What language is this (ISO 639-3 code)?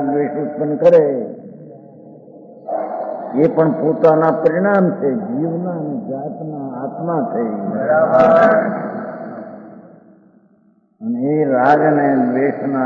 guj